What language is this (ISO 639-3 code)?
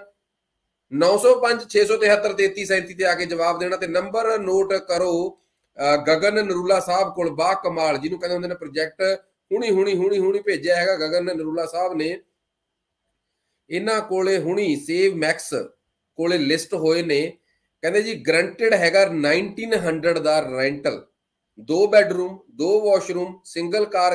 pan